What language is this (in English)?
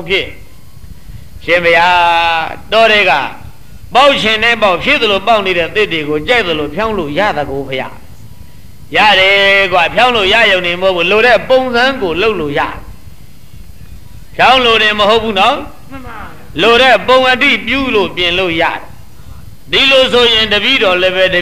Burmese